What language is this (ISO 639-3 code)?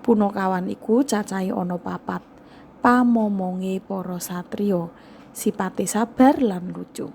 jav